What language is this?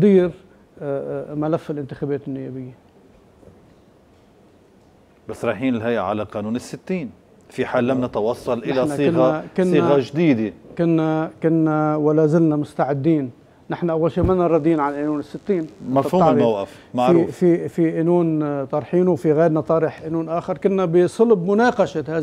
North Levantine Arabic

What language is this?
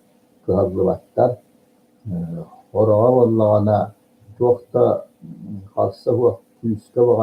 Yakut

